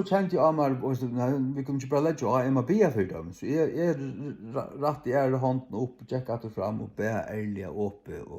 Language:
Faroese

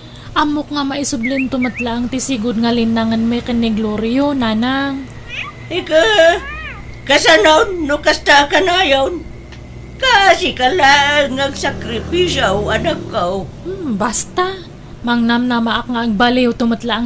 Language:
Iloko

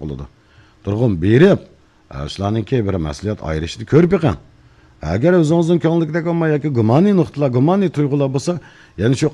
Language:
Uyghur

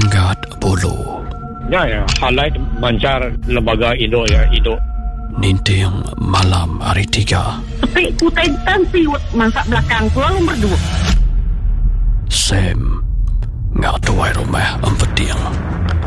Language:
Iban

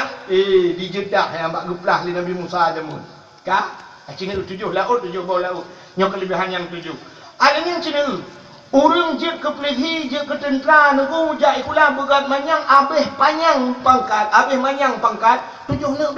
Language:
Achinese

